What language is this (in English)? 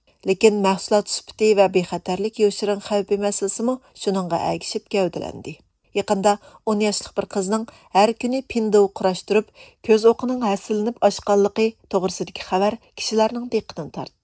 Uyghur